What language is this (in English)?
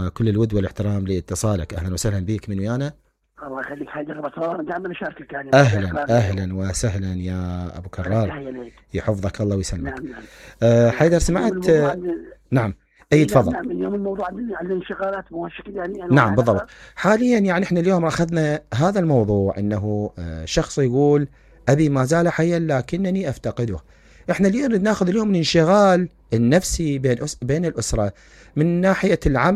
Mesopotamian Arabic